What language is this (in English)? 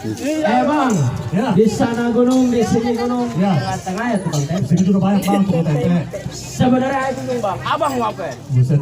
Betawi